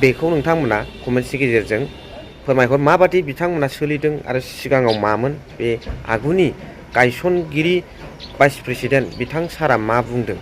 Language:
Bodo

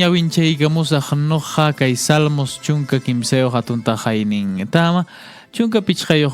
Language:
Quechua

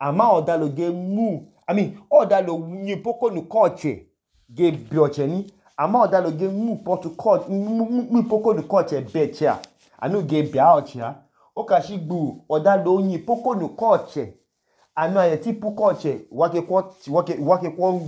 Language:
Idoma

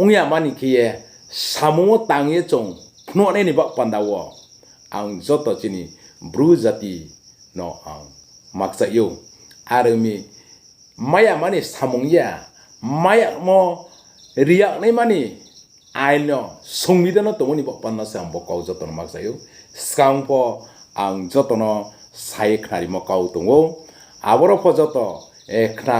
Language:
Riang (India)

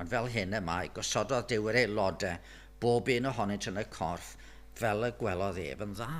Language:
Welsh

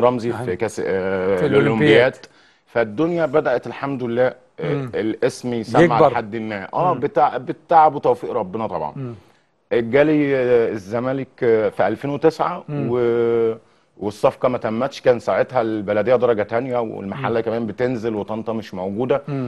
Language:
Egyptian Arabic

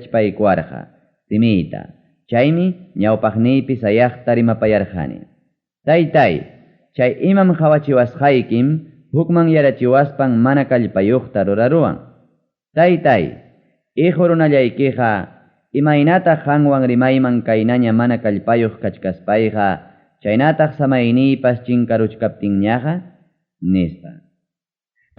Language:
Ayacucho Quechua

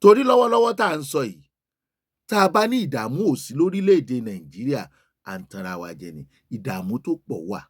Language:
Yoruba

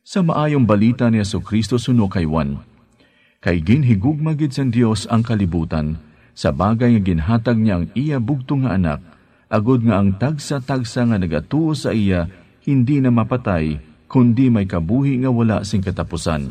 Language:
Hiligaynon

